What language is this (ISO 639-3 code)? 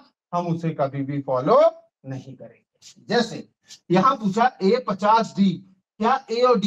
hin